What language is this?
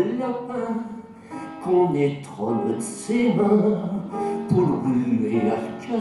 Picard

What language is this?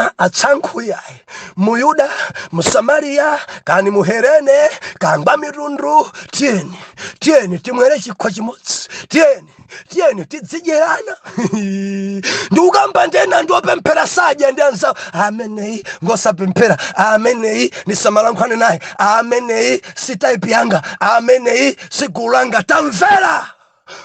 Nyanja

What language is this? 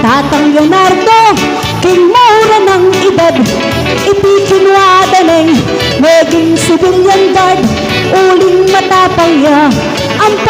Pampanga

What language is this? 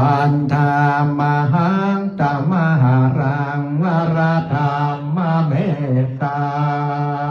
Pali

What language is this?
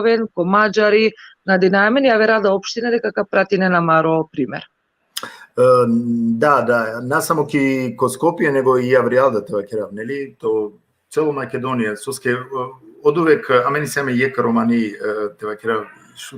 Balkan Romani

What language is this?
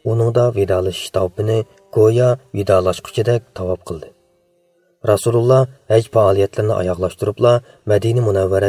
Uyghur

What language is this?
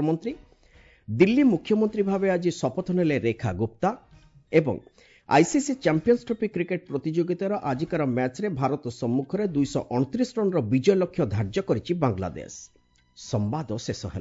Odia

